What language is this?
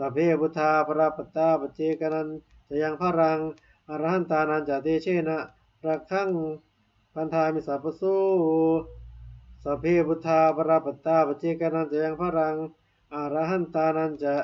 Pali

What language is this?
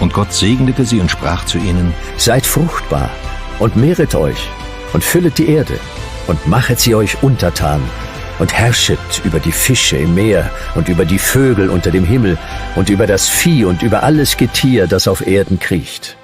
Swiss German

